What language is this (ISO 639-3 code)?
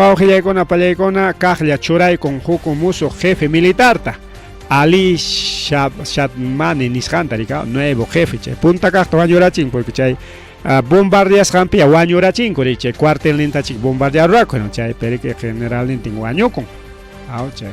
quy